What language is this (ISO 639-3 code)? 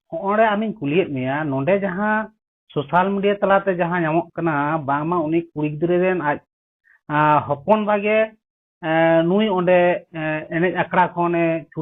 sat